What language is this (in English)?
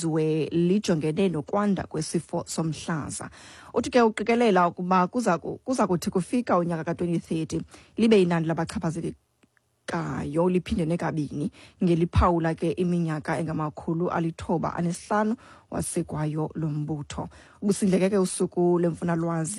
Xhosa